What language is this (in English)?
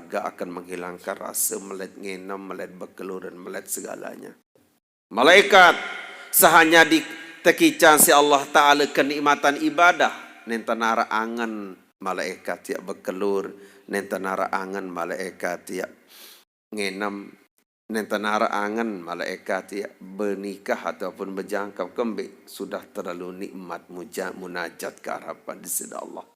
Sasak